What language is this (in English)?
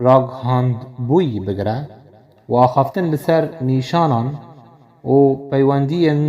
Kurdish